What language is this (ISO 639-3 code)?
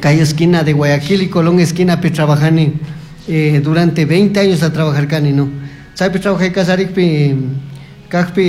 qug